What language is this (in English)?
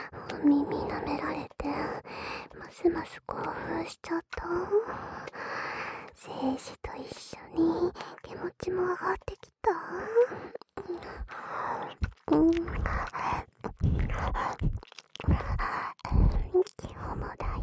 Japanese